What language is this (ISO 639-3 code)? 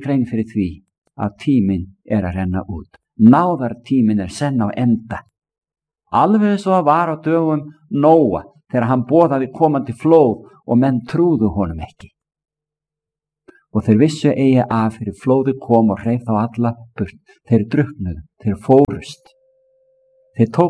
isl